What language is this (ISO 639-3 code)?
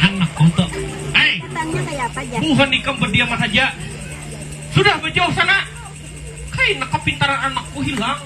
bjn